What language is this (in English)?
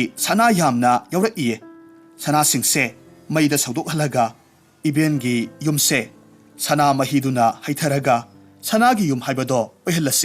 Manipuri